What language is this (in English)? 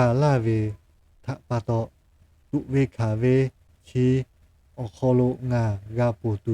Lahu